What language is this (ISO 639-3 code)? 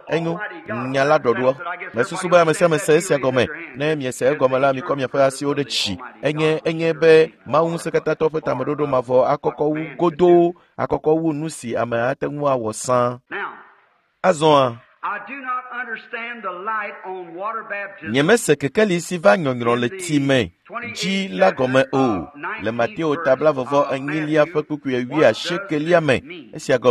ewe